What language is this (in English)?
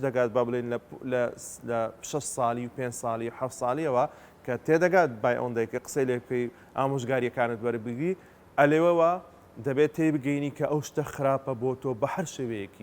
Central Kurdish